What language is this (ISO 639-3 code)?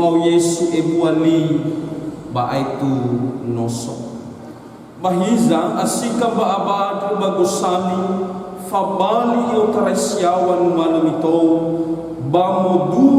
nia